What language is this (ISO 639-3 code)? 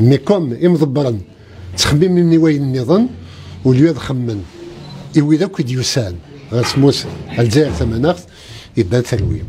kab